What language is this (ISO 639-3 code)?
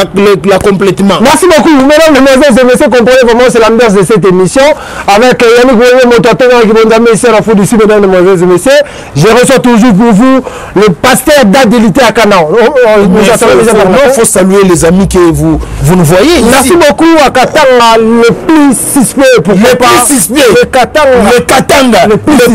lin